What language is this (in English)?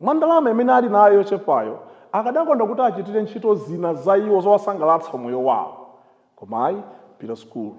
Nyanja